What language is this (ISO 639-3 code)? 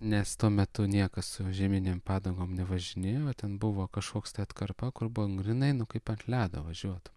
lit